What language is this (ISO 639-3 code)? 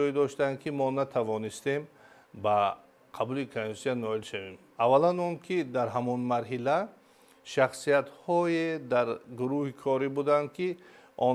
tgk